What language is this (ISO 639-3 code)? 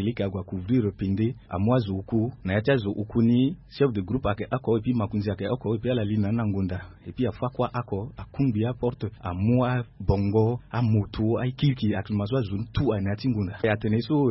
sag